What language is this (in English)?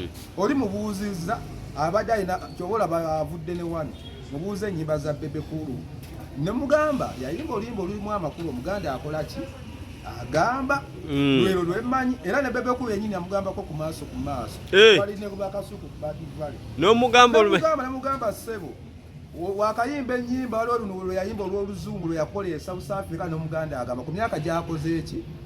Ganda